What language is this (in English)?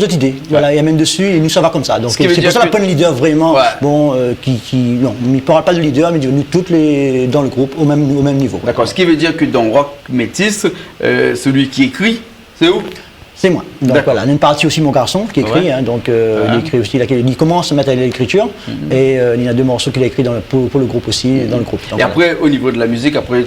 Réunion Creole French